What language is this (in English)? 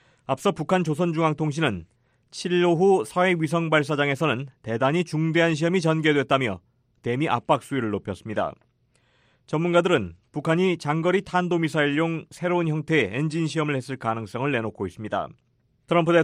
Korean